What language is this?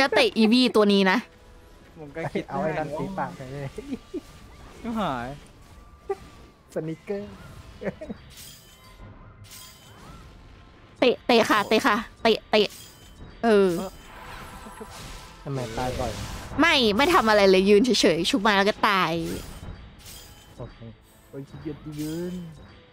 Thai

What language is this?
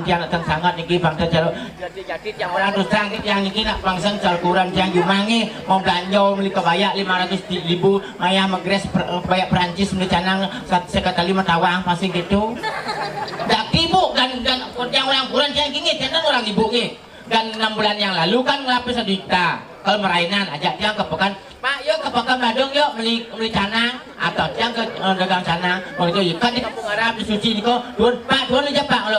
Balinese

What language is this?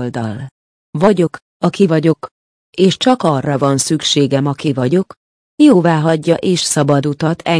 Hungarian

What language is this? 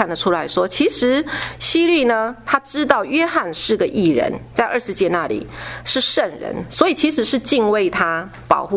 Chinese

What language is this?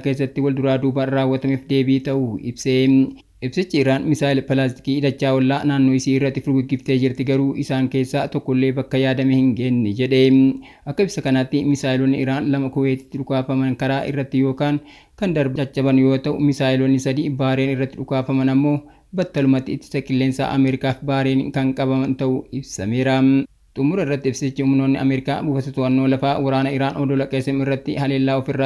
Oromo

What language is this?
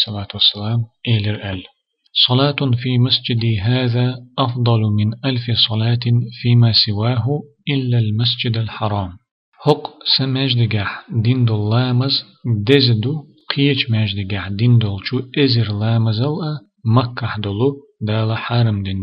Chechen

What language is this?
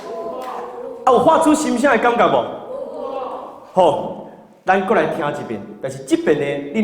Min Nan Chinese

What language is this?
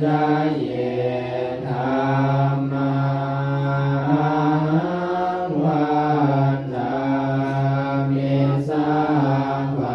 Pali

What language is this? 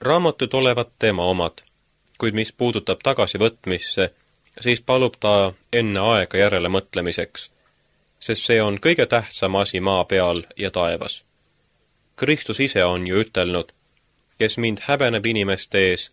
Estonian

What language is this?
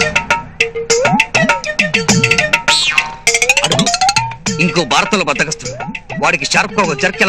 Telugu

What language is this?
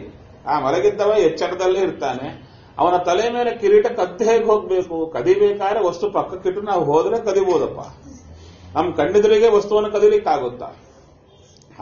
Kannada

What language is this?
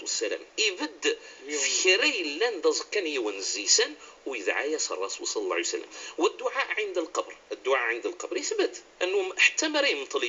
Moroccan Arabic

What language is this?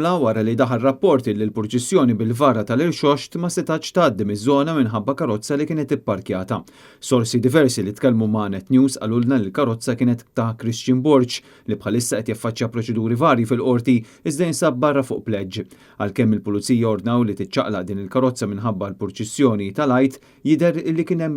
Maltese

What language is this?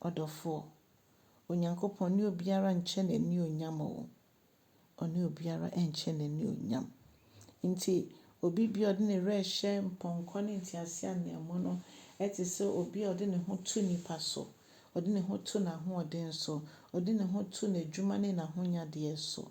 Akan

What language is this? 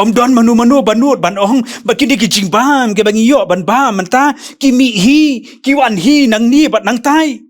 Khasi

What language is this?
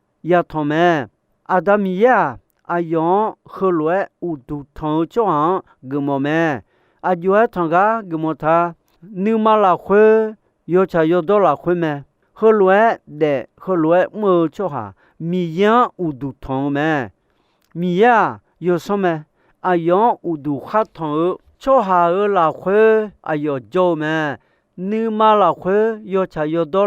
Akha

